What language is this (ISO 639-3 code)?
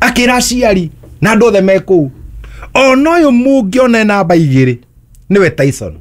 kik